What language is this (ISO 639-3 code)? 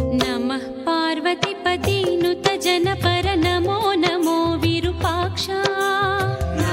kan